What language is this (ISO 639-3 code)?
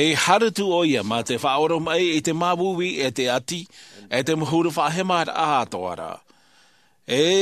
tah